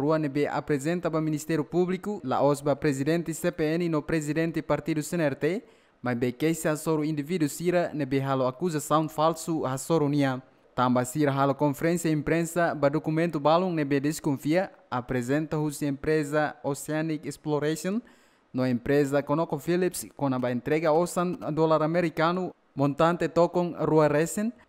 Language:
Tetum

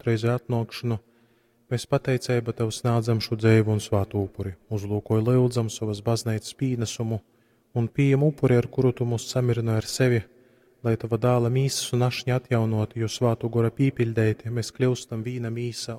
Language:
Latgalian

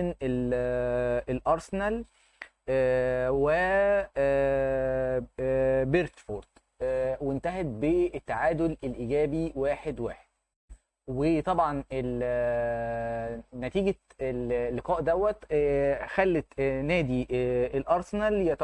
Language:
Egyptian Arabic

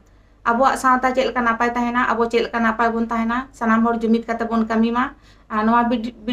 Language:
Santali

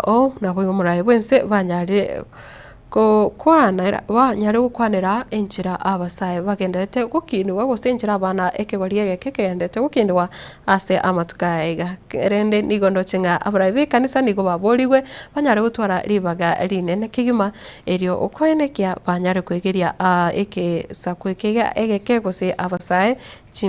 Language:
Gusii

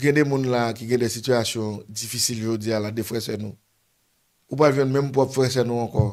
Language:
Haitian Creole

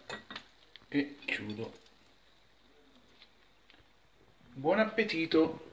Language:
Italian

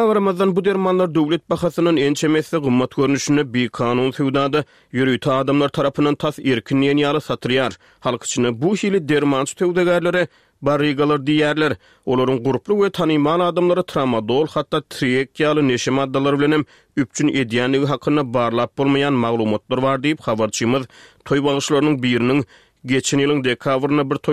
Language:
Turkmen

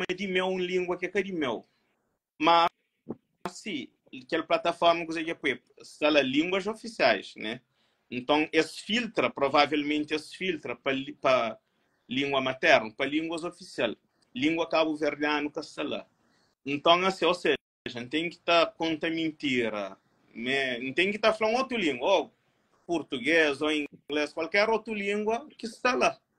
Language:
Kabuverdianu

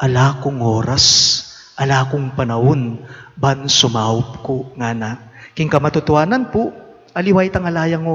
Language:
Pampanga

